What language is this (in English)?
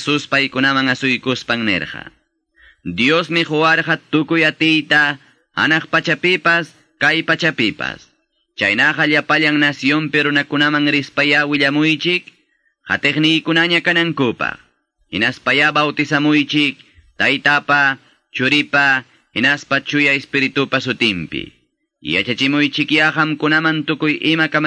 Quechua